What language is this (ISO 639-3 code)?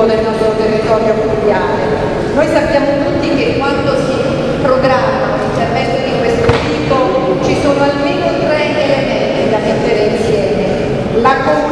ita